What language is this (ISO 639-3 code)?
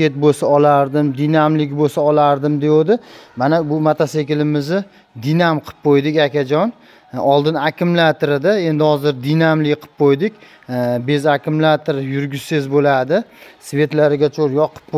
uzb